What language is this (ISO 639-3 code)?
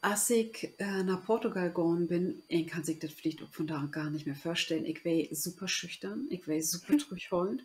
nds